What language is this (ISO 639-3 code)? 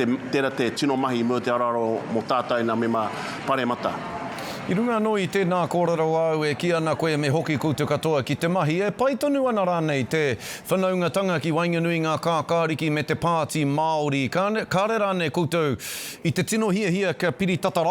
mri